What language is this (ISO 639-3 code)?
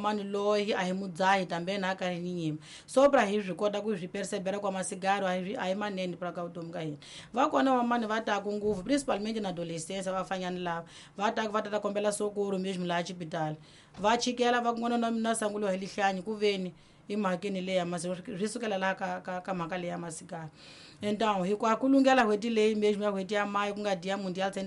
tso